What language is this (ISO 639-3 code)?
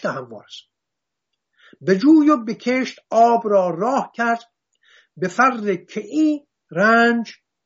fas